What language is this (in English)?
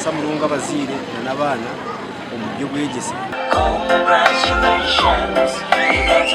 Nyankole